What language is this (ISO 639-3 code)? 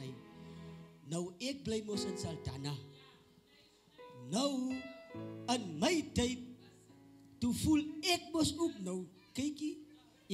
afr